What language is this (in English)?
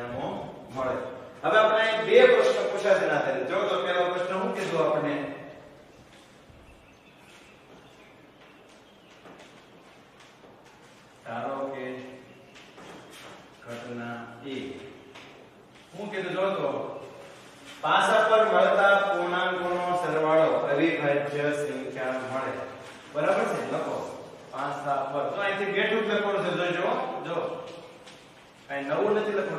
Gujarati